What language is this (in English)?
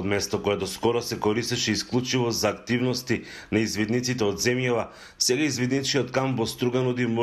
Macedonian